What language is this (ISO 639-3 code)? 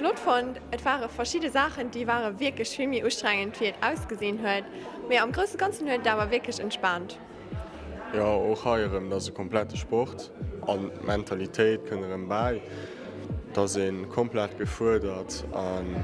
ltz